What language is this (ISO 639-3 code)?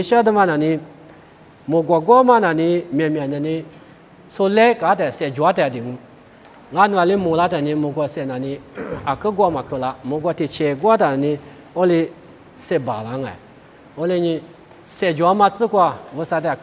lis